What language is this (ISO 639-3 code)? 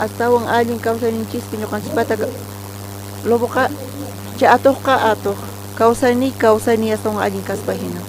quh